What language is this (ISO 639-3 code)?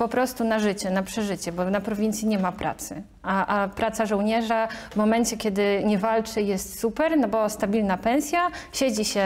pol